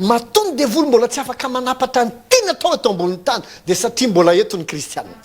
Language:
Malagasy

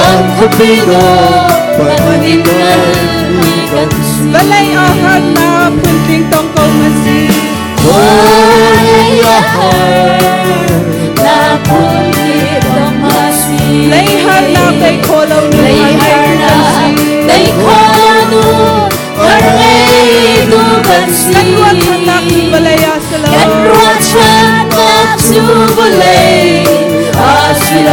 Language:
Hakha Chin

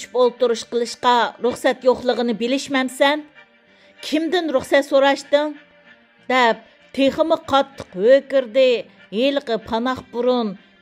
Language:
Uyghur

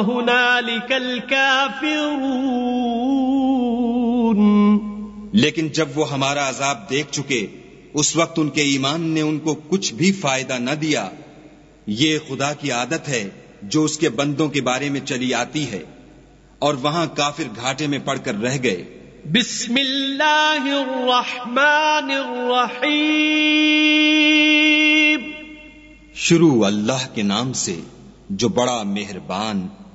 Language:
Urdu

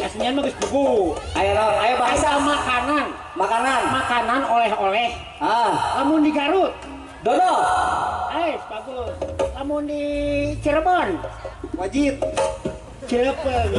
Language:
Sundanese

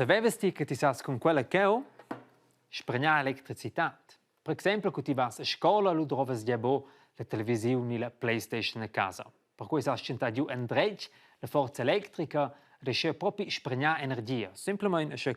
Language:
Romansh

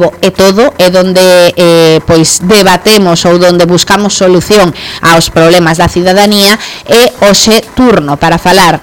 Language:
Galician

